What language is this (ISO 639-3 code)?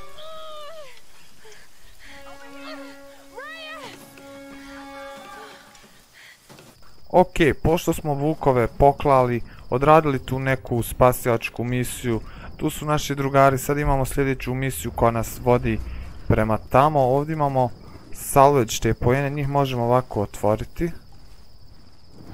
hrv